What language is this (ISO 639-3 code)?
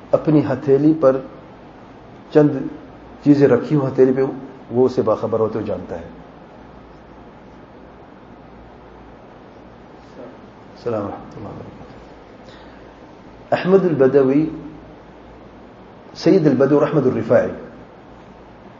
urd